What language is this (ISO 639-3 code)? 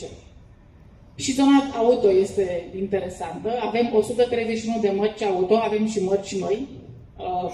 ron